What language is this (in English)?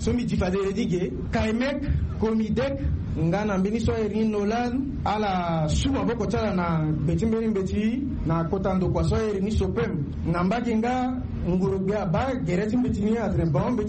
Sango